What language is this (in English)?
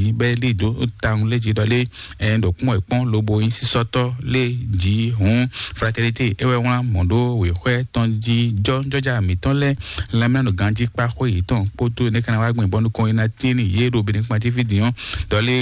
Fon